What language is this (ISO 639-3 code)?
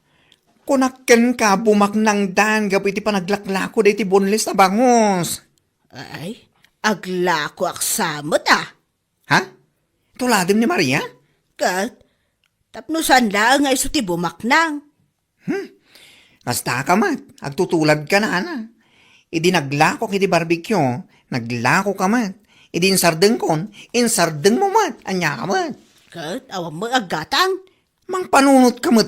ilo